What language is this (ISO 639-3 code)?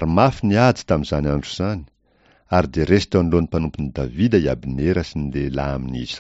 mlg